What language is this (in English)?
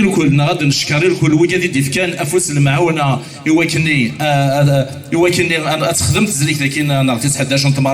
Kabyle